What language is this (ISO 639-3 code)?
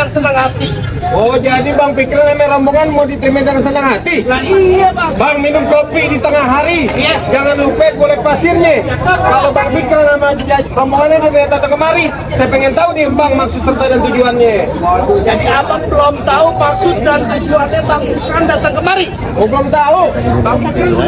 bew